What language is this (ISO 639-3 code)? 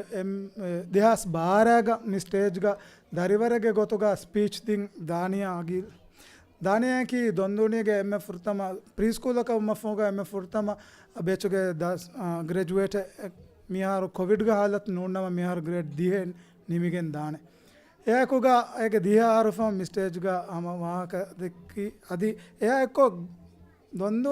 div